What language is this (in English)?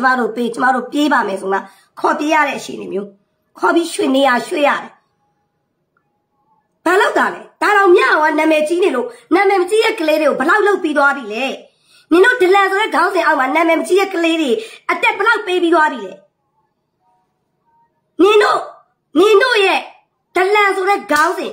Burmese